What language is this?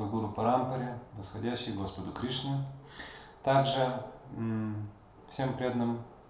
Russian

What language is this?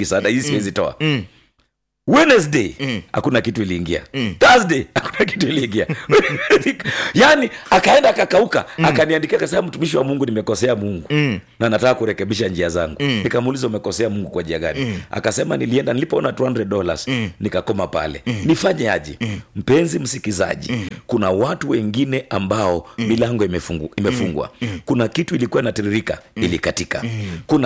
Swahili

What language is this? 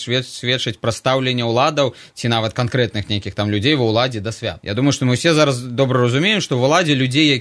Belarusian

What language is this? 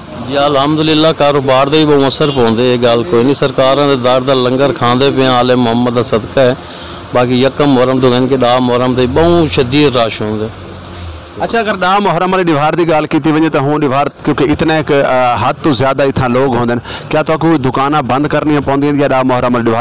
Saraiki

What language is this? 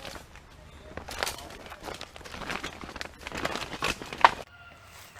Lao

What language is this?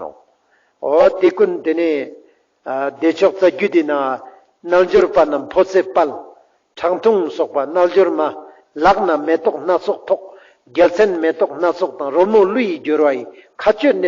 Ladakhi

